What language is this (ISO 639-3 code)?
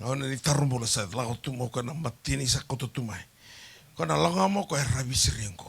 fij